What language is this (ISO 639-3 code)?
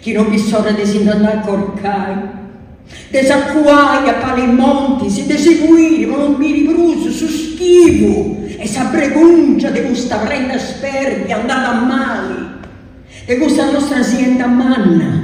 srd